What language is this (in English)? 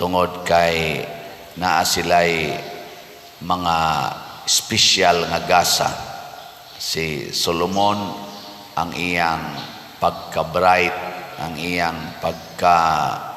Cebuano